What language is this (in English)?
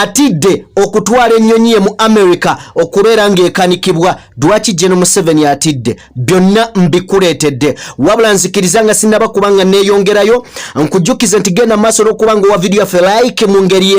Ganda